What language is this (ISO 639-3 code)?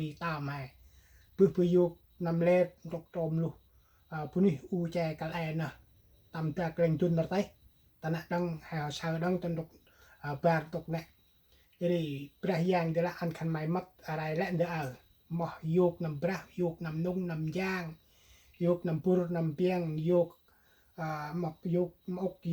cmo